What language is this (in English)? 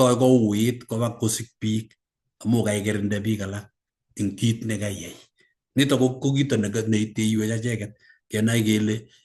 Kalenjin